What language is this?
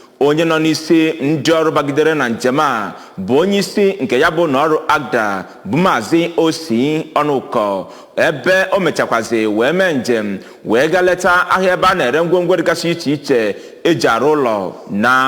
Igbo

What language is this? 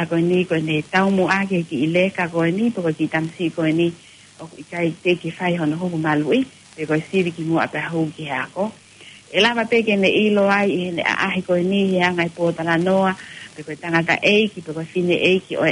Tongan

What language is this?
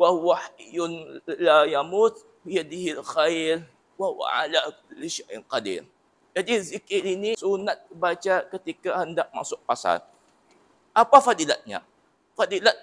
Malay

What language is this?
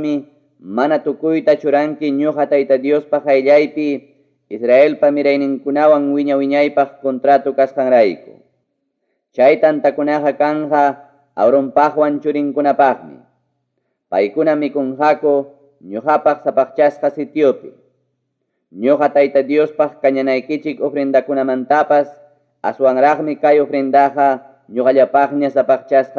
Ayacucho Quechua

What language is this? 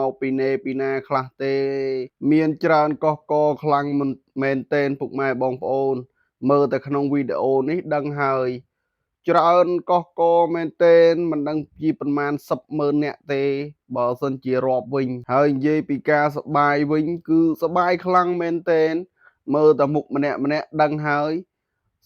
Khmer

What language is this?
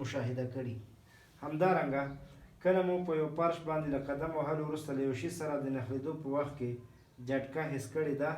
Pashto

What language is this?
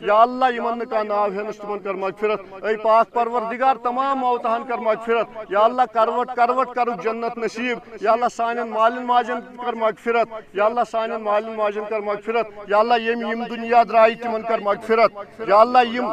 Kashmiri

